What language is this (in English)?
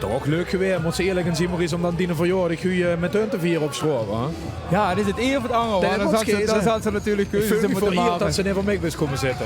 Limburgish